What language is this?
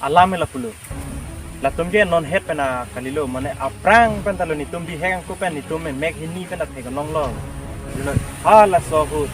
Karbi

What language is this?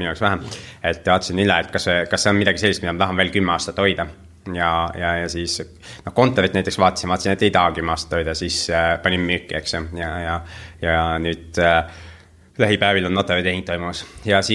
Estonian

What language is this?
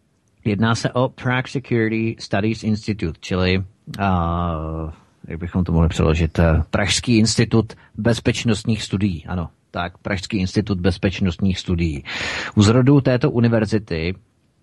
Czech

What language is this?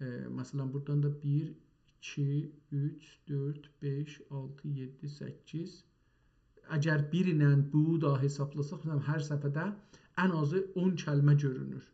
South Azerbaijani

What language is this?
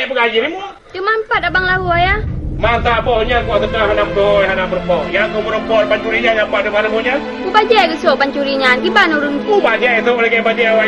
Achinese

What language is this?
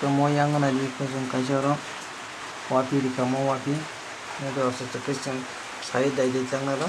Kok Borok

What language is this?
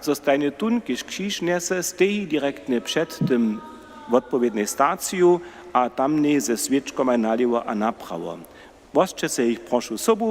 Upper Sorbian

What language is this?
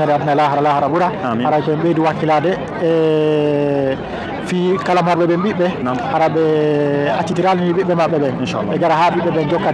Fula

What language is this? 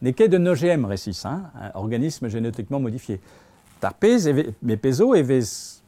Breton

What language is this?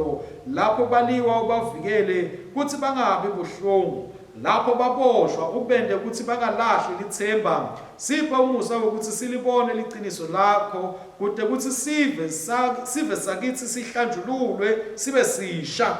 Swati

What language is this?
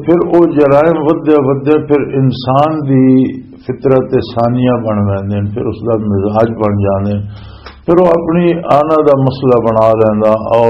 Western Panjabi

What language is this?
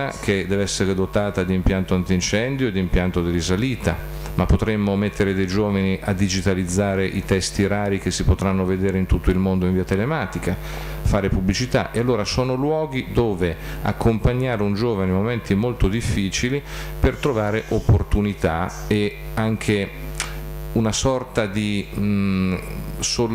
Italian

